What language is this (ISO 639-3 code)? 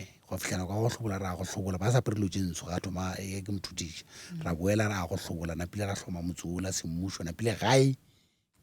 nso